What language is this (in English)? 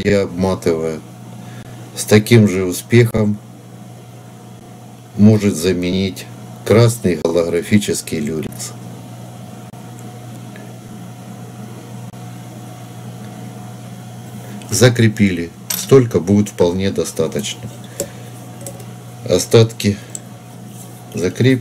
Russian